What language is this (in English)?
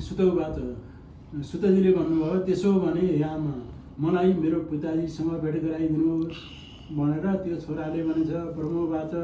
Nepali